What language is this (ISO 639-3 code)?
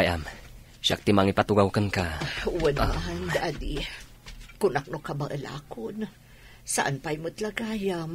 ilo